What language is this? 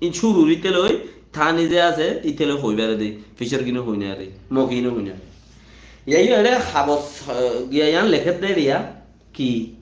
Rohingya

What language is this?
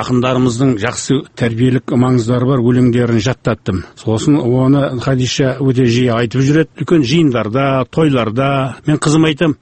Kazakh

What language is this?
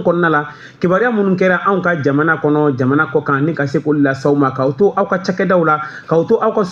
Bambara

